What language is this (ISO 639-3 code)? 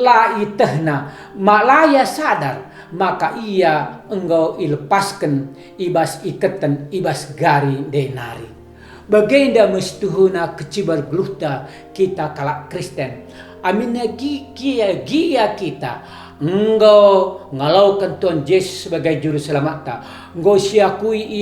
btx